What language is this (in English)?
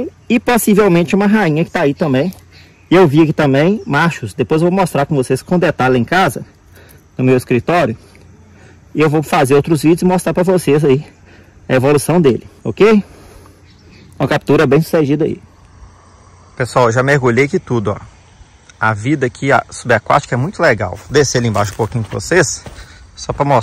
Portuguese